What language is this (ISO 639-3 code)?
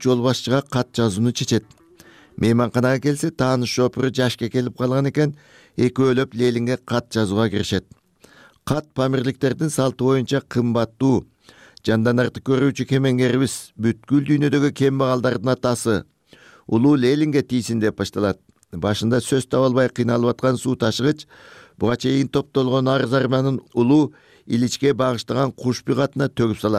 kir